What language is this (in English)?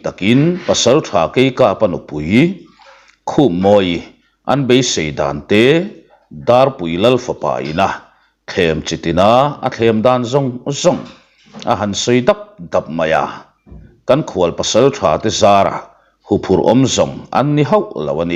Mizo